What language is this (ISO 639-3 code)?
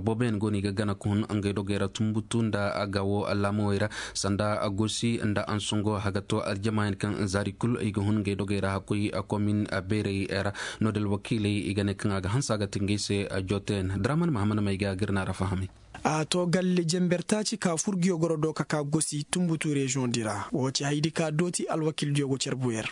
ses